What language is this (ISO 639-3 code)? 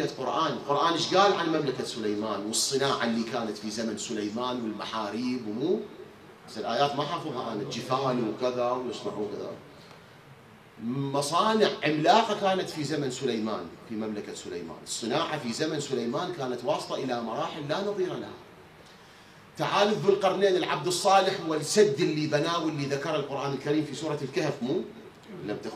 acm